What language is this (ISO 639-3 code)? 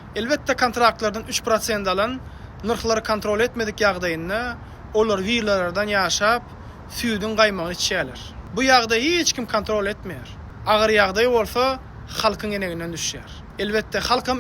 tuk